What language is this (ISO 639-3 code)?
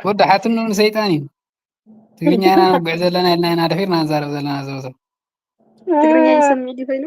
tir